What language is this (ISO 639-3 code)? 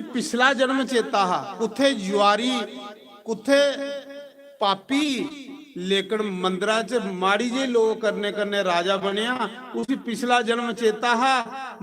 doi